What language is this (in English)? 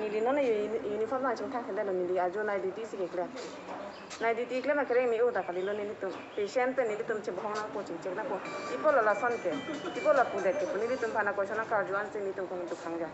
Karbi